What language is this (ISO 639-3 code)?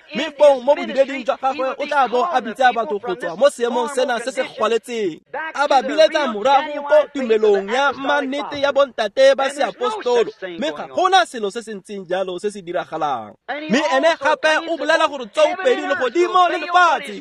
tsn